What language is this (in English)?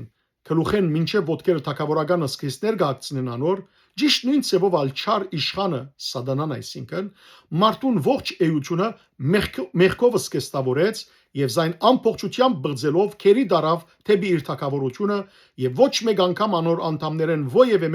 Western Armenian